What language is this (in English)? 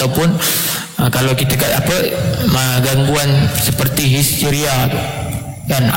Malay